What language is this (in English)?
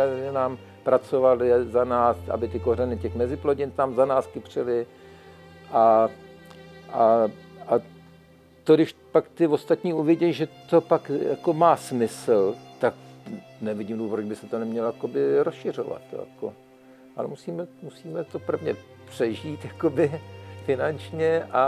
Czech